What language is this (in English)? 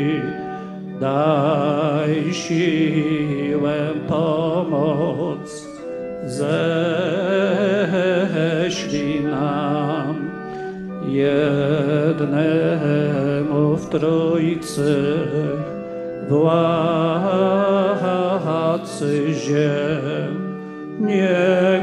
Polish